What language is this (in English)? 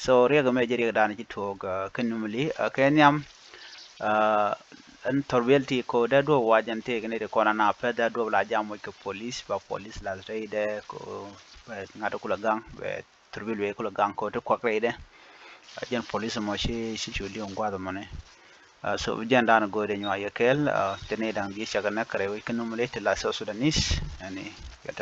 Nuer